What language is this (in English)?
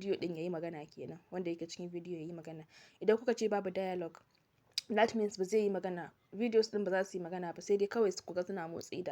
Hausa